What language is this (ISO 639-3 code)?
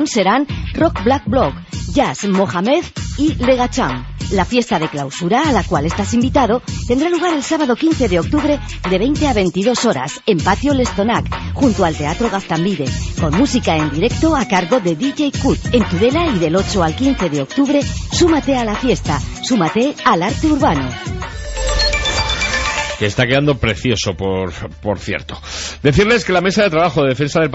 spa